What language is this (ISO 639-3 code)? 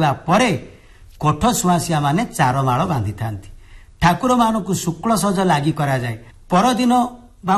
ori